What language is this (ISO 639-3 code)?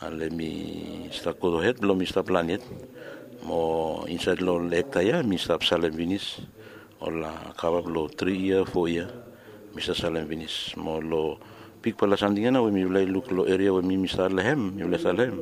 bis